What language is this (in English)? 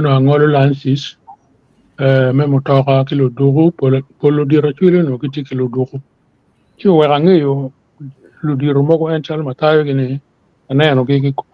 Acoli